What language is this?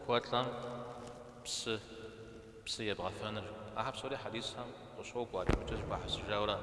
Kabardian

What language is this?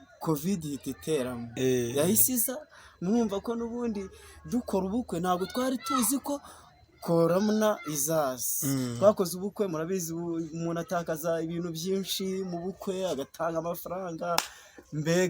Kinyarwanda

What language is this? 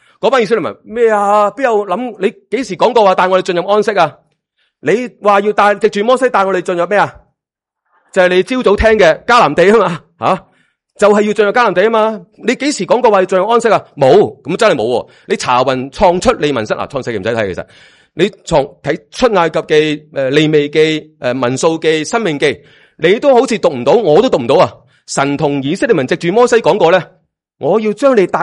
Cantonese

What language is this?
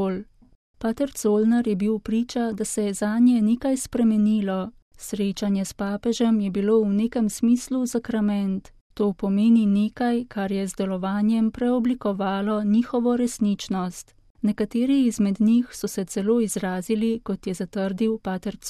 Slovenian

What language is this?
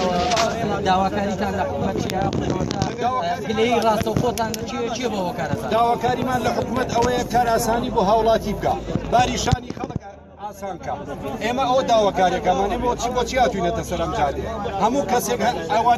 Central Kurdish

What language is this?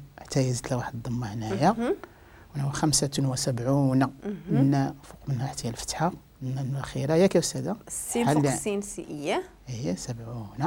Moroccan Arabic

